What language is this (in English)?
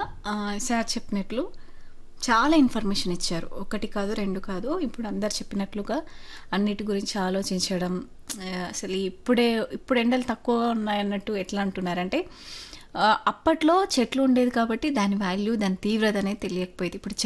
Telugu